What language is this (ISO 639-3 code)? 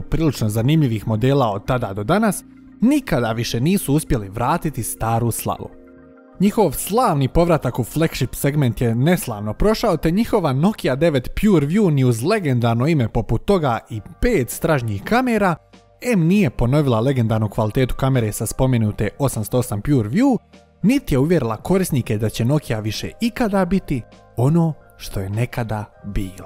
hrv